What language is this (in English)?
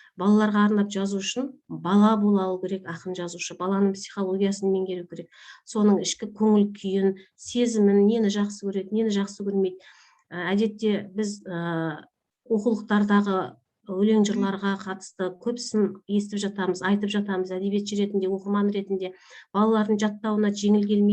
Kazakh